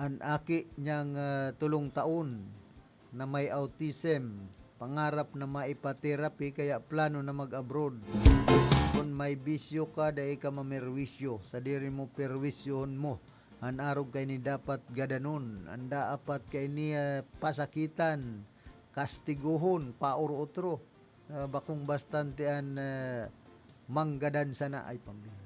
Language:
Bikol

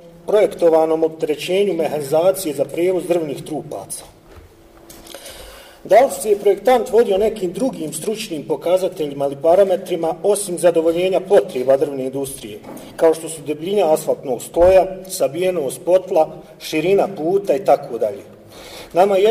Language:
Bosnian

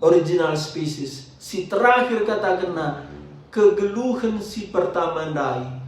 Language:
Batak Karo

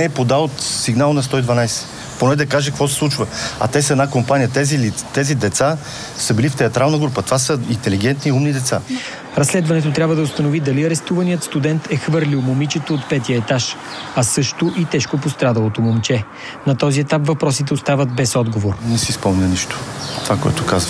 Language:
Bulgarian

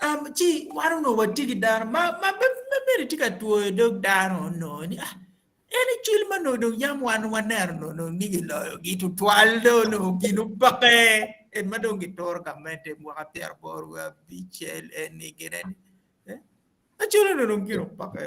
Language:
Acoli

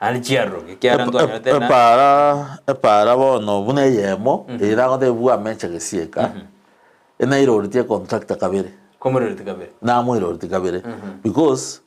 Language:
Gusii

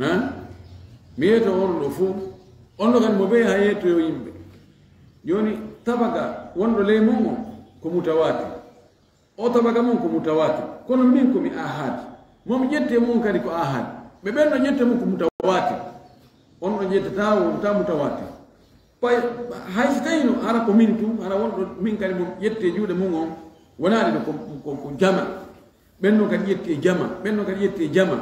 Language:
Fula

